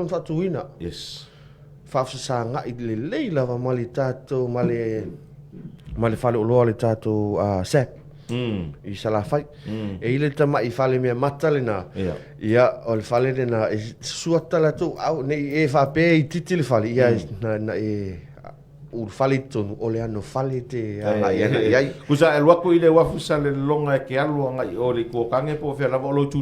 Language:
Samoan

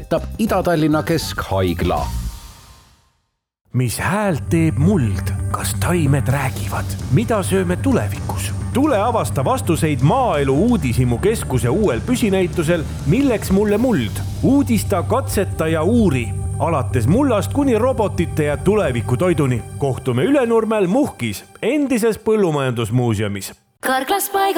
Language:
Estonian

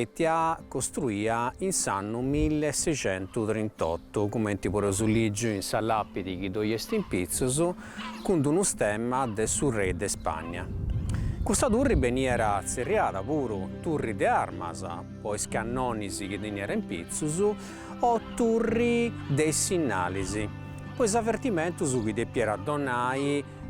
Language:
Sardinian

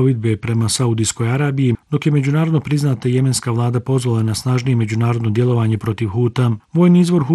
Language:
Bosnian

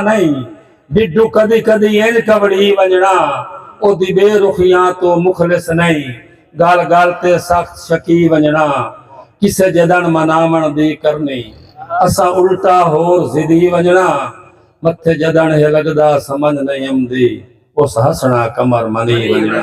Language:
Saraiki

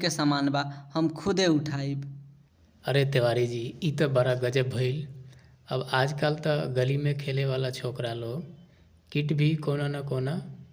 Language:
Bhojpuri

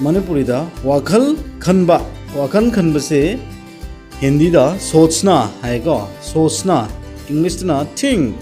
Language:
Manipuri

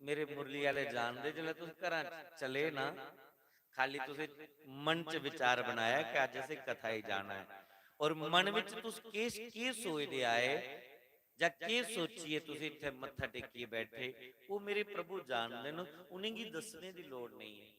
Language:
Dogri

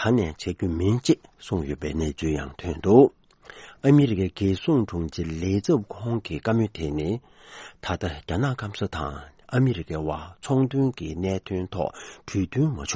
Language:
Tibetan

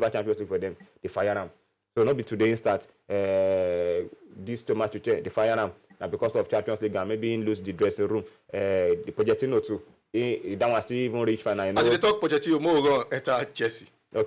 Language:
Nigerian Pidgin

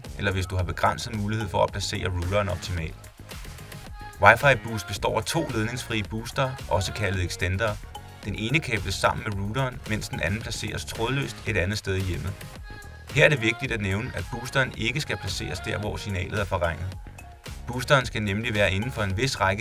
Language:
Danish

